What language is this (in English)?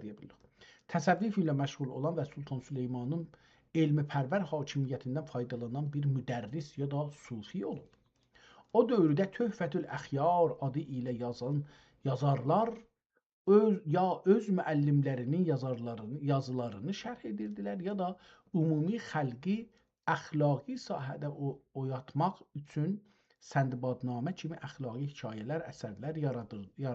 South Azerbaijani